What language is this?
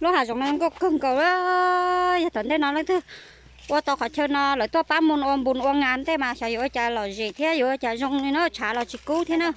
Hmong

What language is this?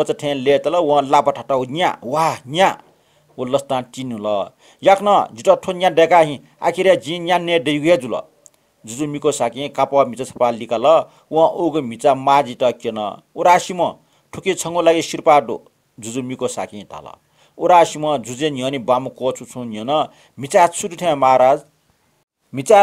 Newari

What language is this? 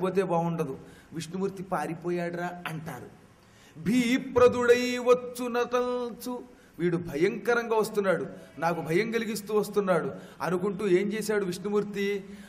Telugu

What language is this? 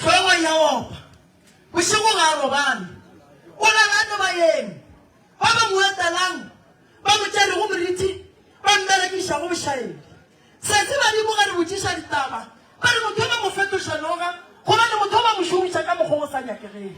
Northern Sotho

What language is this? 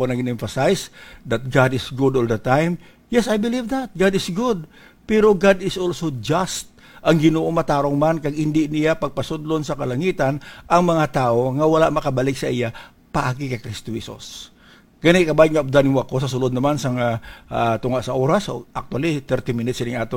Hiligaynon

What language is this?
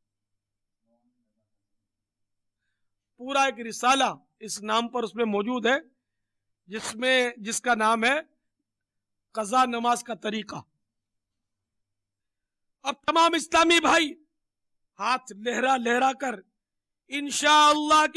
Urdu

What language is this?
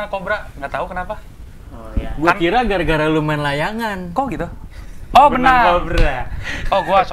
Indonesian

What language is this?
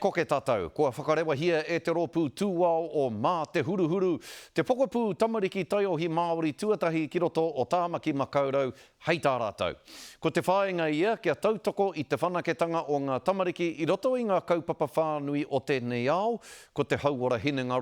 Māori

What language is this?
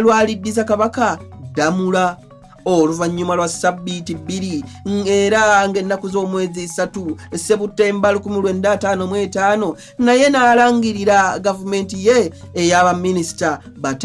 Ganda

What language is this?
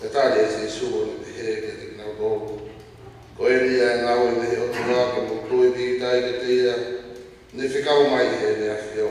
Tongan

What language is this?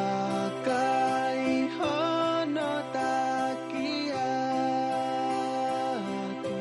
Tongan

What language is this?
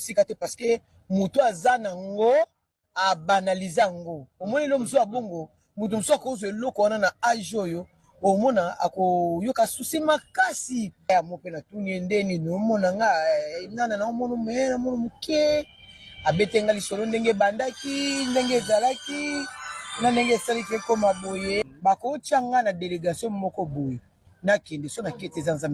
Lingala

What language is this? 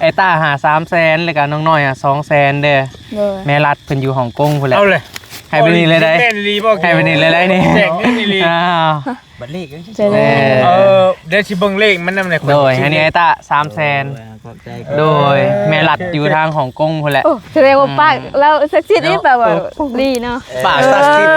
Northeastern Thai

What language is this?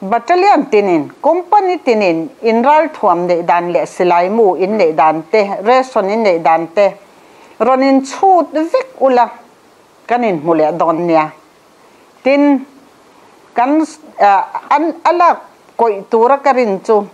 Mizo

